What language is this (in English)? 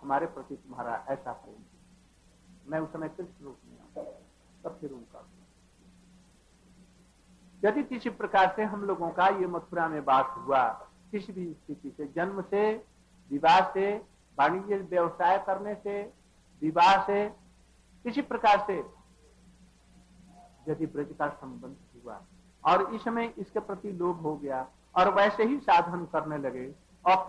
Hindi